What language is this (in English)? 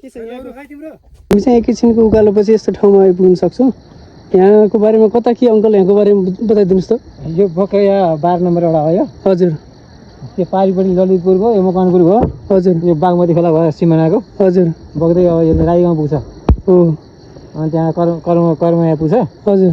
Nepali